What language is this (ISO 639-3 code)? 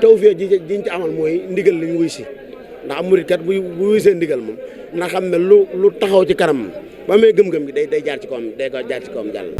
wol